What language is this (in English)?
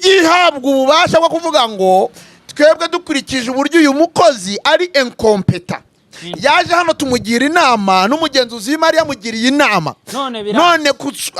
Kinyarwanda